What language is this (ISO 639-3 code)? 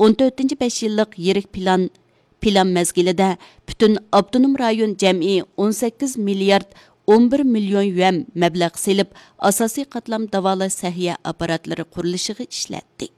uig